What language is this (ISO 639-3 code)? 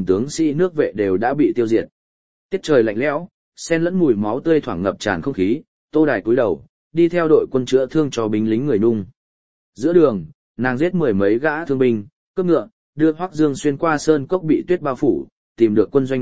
vie